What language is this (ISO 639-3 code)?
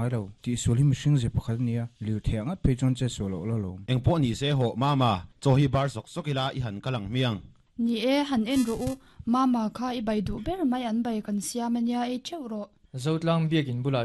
lus